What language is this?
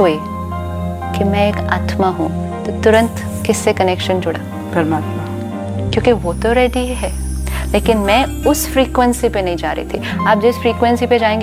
Hindi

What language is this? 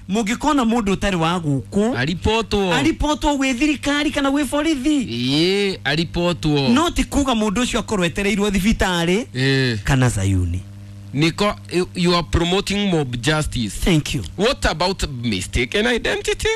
Kikuyu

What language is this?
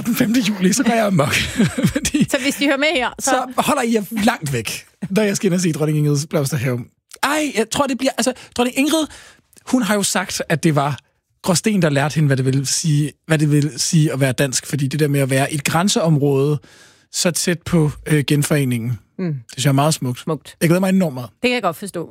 Danish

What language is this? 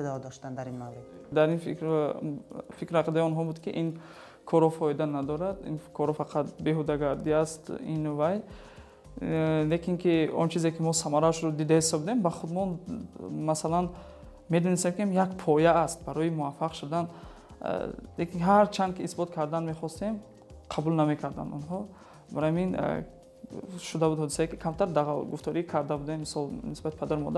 Tajik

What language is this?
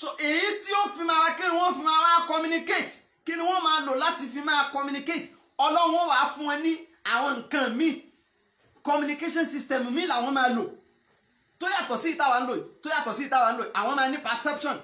Yoruba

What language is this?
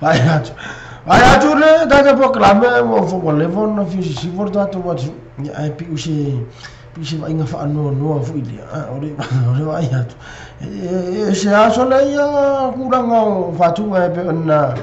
Samoan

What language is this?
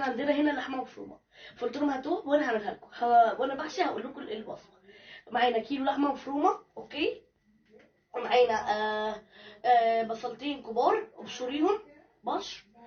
Egyptian Arabic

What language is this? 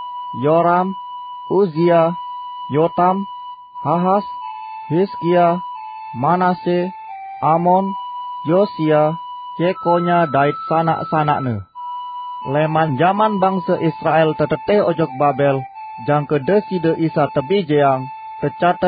Sasak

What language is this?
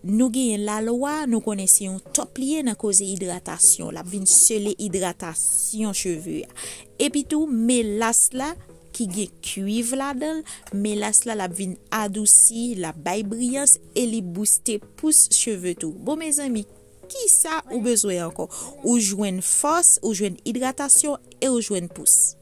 Haitian Creole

